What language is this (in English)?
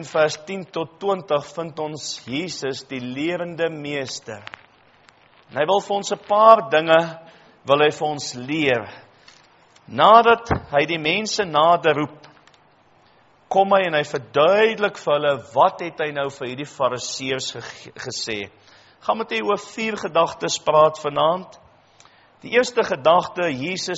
Afrikaans